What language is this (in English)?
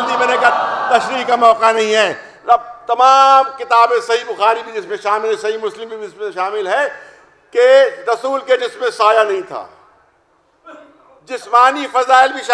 Urdu